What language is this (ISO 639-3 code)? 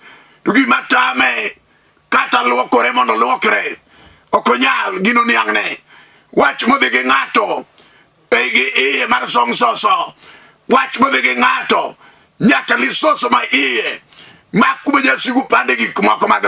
luo